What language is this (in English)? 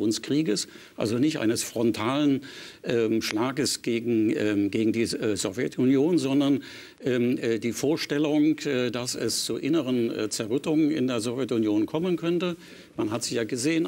German